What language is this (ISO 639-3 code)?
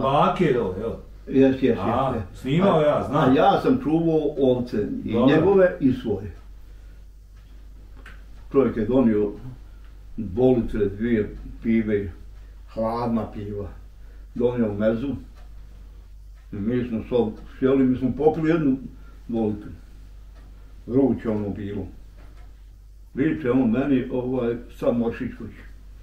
bos